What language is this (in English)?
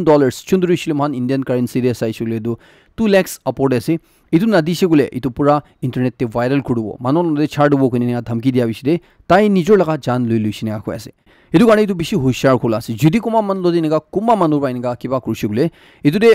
Naga Pidgin